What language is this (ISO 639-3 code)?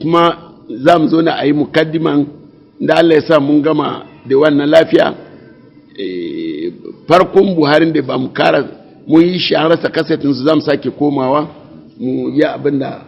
hau